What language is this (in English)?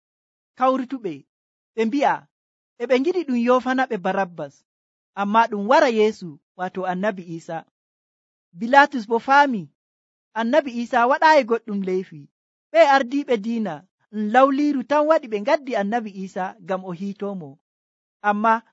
Nigerian Fulfulde